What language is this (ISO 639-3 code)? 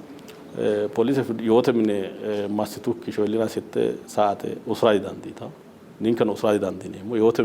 sid